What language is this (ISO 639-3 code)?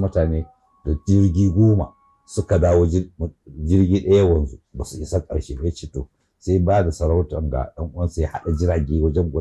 hau